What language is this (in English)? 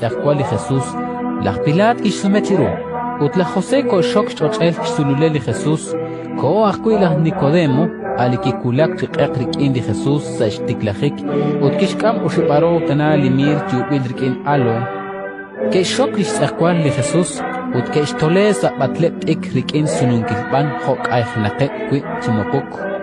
Kekchí